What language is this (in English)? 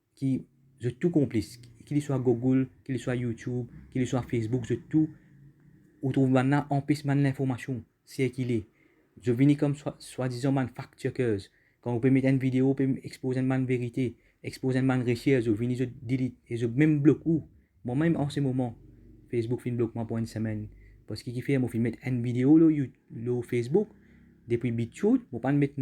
Morisyen